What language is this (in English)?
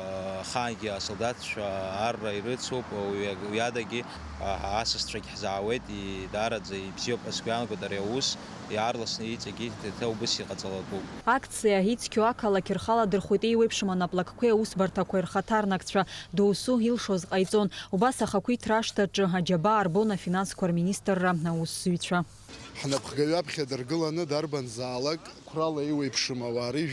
Abkhazian